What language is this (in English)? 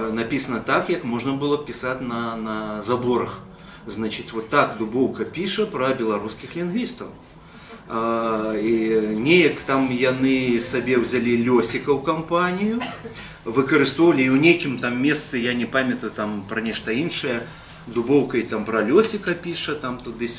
Belarusian